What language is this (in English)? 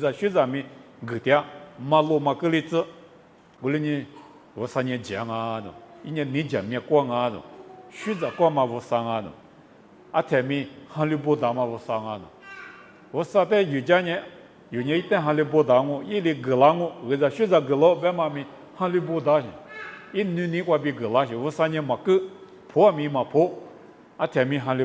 Lisu